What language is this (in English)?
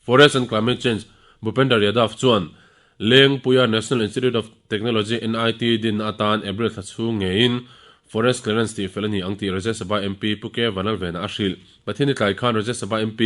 Mizo